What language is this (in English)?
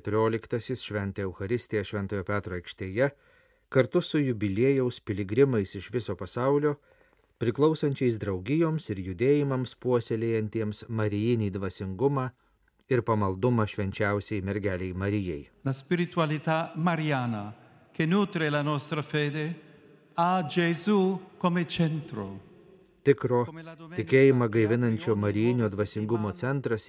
Lithuanian